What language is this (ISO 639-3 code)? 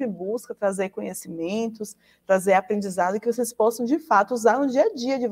por